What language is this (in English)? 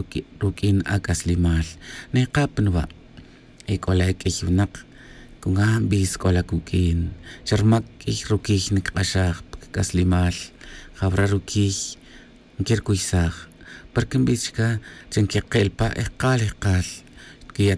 Tz'utujil